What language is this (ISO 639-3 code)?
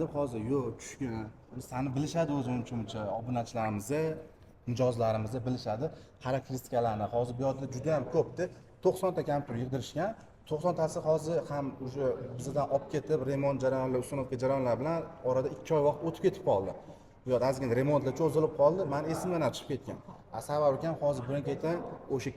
uzb